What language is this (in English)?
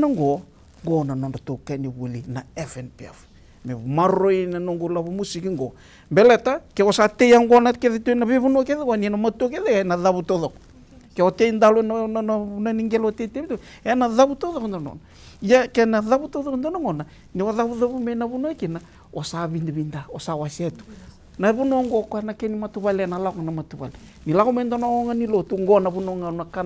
Fijian